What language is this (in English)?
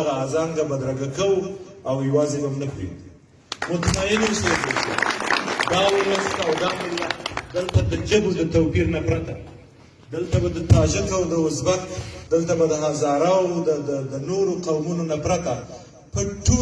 Pashto